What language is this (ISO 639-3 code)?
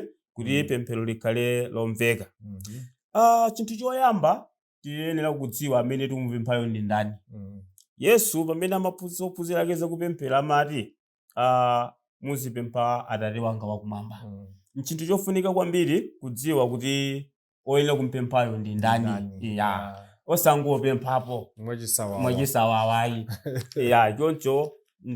nya